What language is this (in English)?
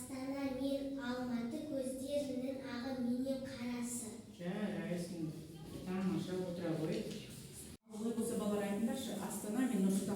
Kazakh